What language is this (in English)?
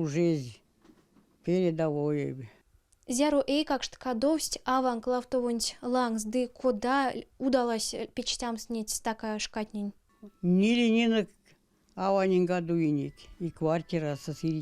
Erzya